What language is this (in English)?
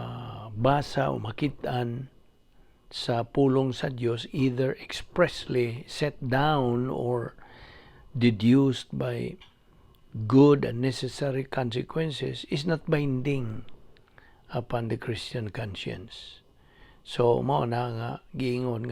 Cebuano